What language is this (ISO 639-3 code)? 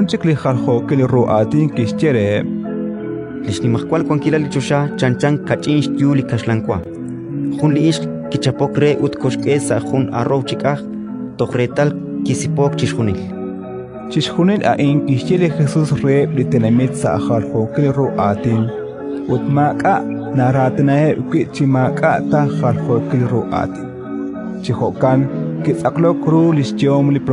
kek